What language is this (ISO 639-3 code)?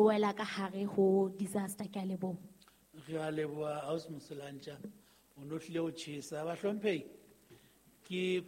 sot